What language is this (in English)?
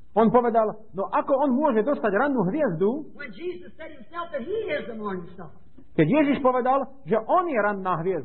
Slovak